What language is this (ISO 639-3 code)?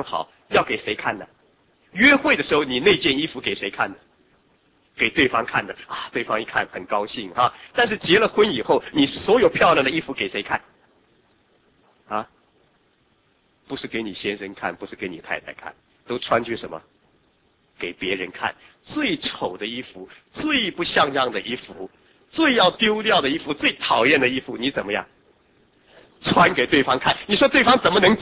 zho